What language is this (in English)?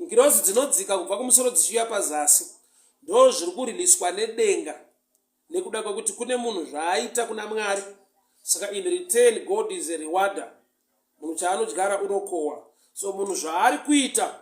Shona